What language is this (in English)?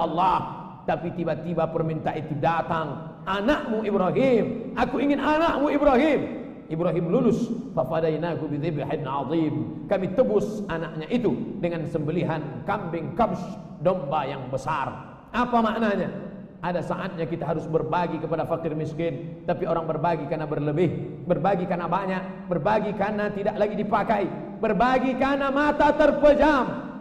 Indonesian